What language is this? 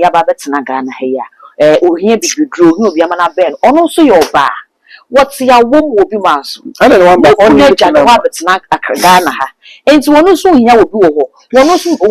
Akan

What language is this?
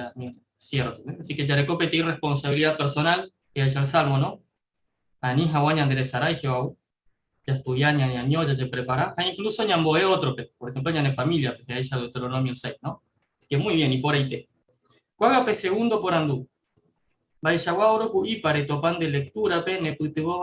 Guarani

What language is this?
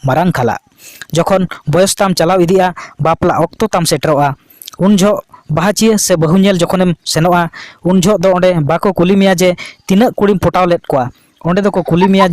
Santali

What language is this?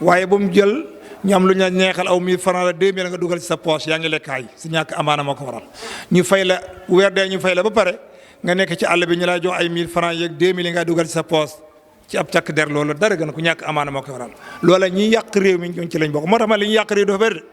Wolof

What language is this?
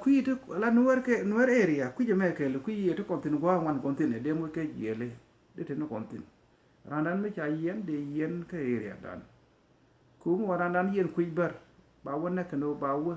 Nuer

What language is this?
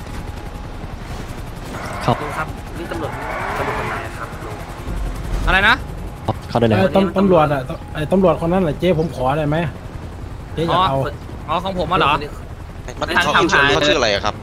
Thai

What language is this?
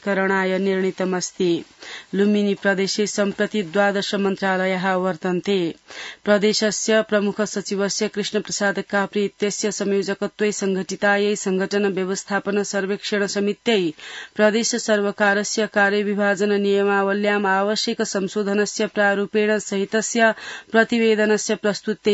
Sanskrit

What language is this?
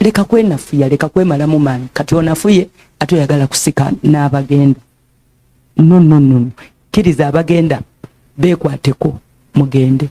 Ganda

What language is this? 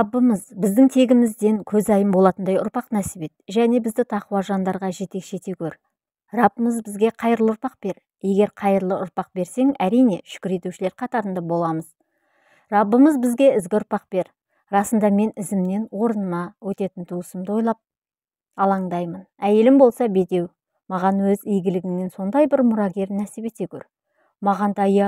Kazakh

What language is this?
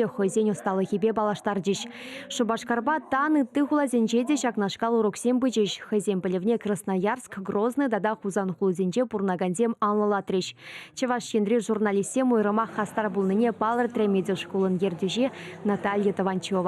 Chuvash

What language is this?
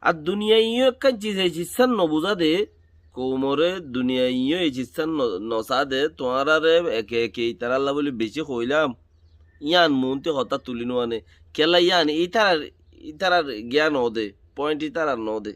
Rohingya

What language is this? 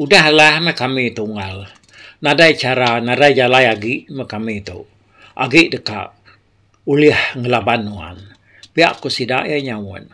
Iban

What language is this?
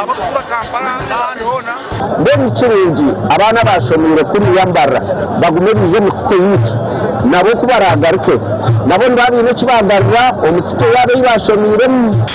Nyankole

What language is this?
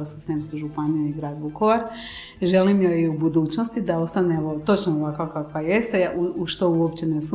Croatian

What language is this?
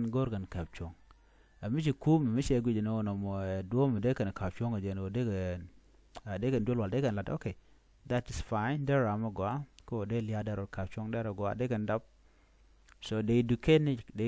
Nuer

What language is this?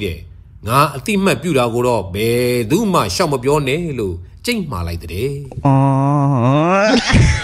Burmese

